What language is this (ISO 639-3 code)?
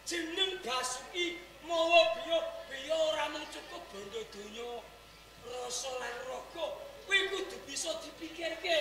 jav